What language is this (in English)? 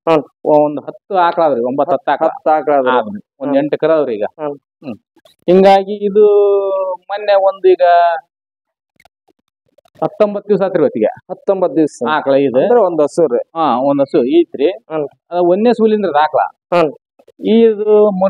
Kannada